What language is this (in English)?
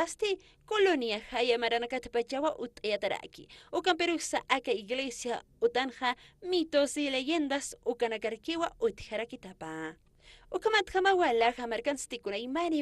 Aymara